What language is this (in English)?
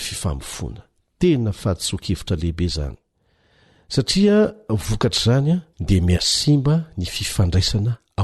Malagasy